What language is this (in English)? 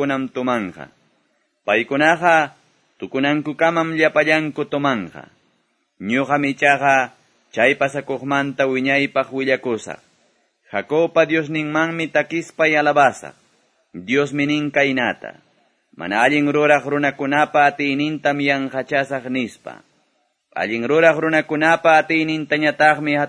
Quechua